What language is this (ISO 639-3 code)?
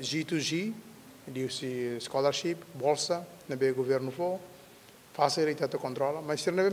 tet